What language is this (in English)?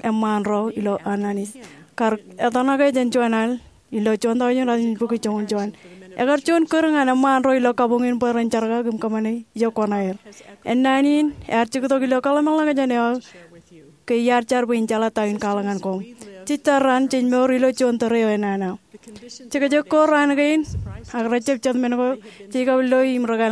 Marshallese